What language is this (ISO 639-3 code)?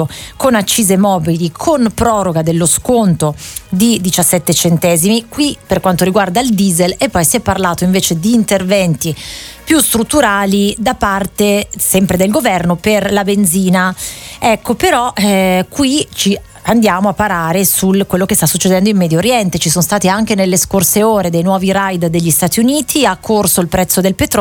ita